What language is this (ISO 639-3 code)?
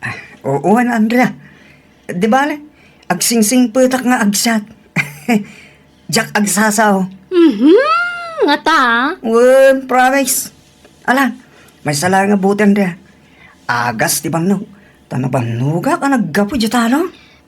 ilo